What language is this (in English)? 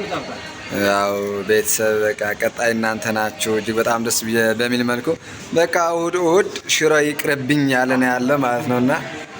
Amharic